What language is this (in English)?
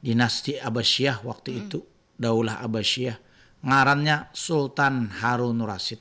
Banjar